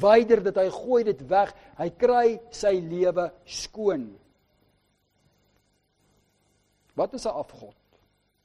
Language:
Afrikaans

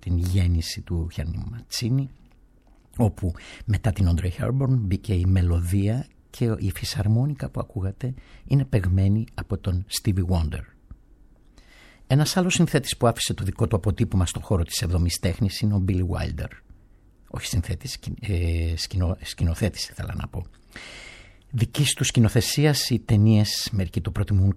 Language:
Greek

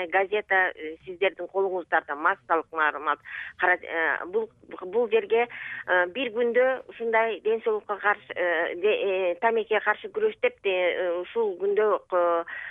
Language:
Kyrgyz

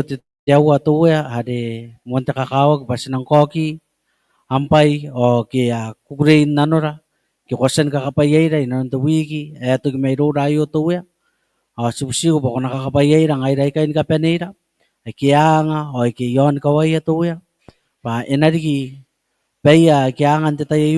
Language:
Gilbertese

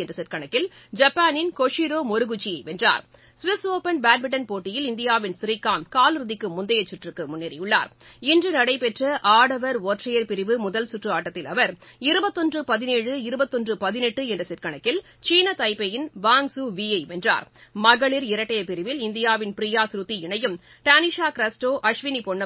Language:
Tamil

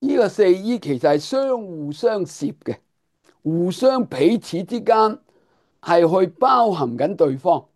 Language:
Cantonese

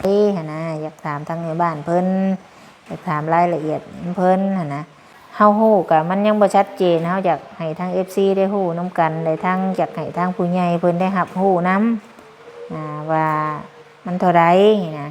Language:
Lao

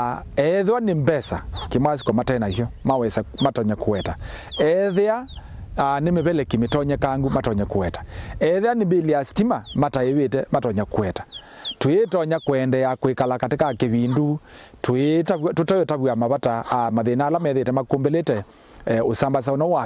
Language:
Kamba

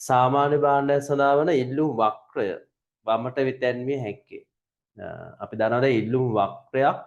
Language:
Sinhala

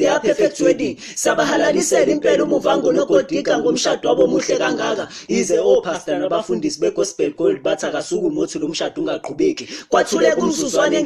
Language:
Zulu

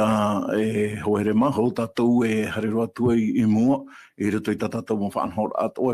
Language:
Tahitian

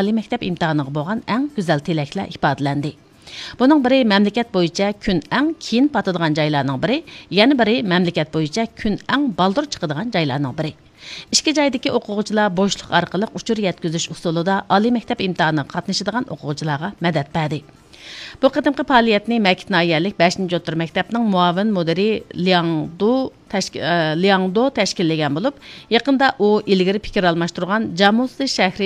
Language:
Uyghur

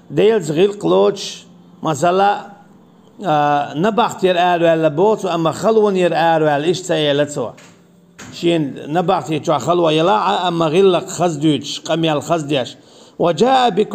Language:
Chechen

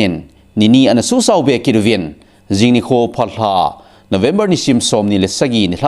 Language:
Thado Chin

